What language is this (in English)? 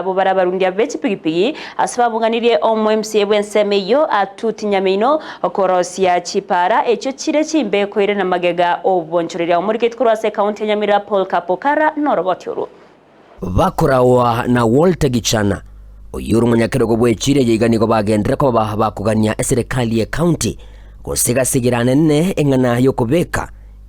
Gusii